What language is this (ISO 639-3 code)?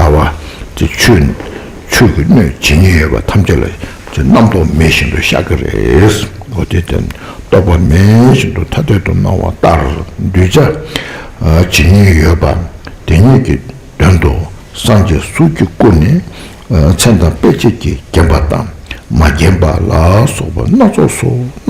bod